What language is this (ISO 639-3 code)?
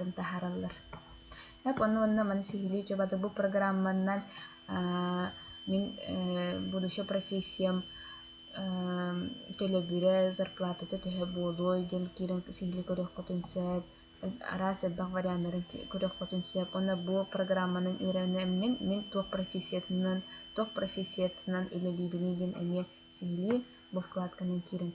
sah